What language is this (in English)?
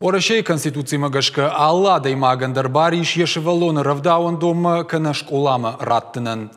Ossetic